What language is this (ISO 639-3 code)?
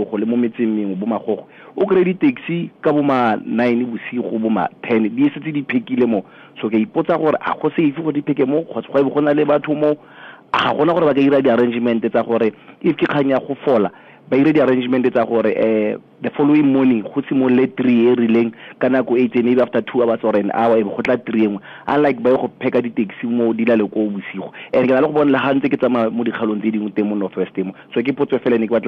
tsn